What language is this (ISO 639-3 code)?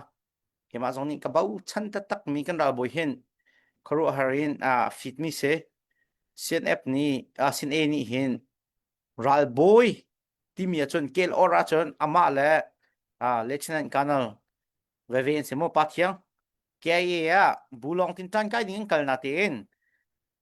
cnh